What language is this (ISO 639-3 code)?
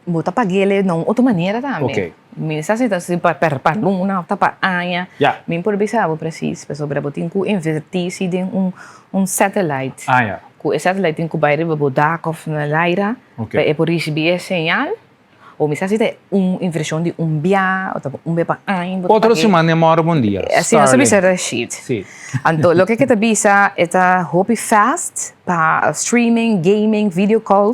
pap